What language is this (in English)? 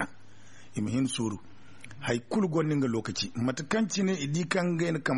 Zarma